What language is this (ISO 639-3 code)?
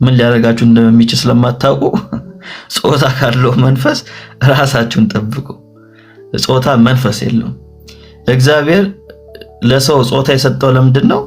amh